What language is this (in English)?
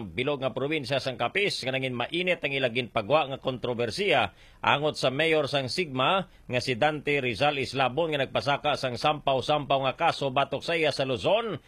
Hiligaynon